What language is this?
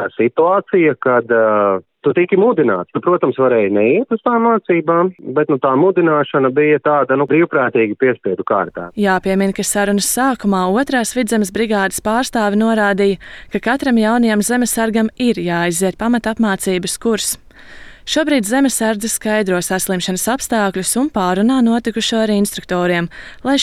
Latvian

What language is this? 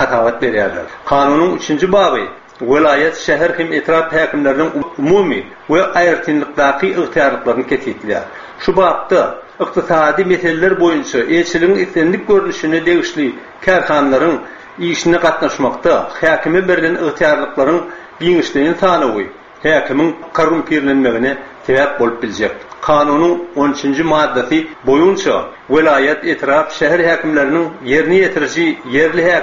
Turkmen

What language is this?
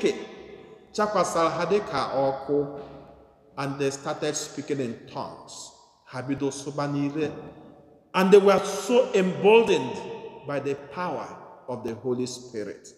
Igbo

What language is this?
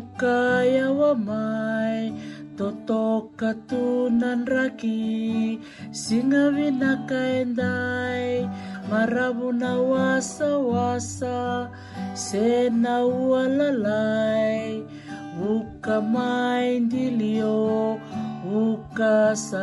Fijian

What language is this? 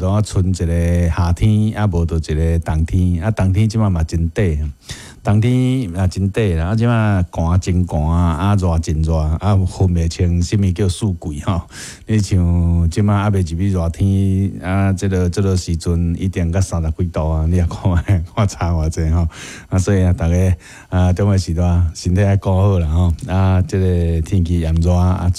Min Nan Chinese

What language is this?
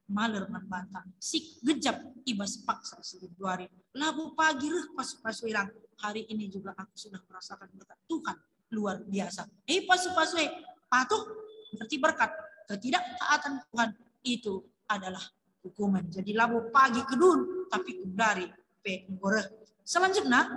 Batak Karo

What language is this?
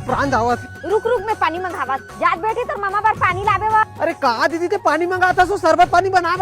Chhattisgarhi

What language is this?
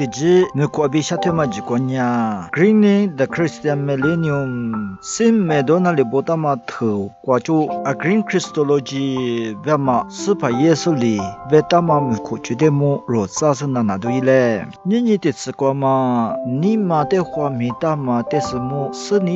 Lisu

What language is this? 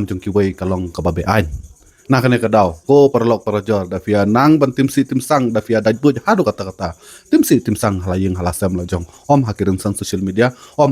Khasi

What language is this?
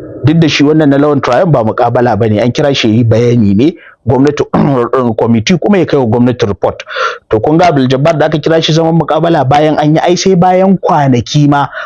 Hausa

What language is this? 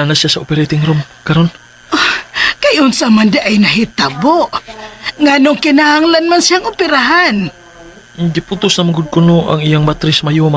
Cebuano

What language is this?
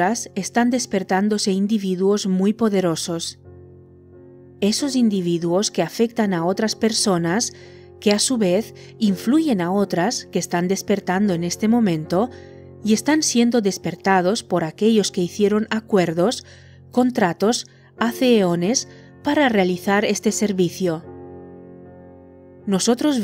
Spanish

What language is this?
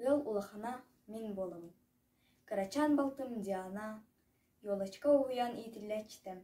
Yakut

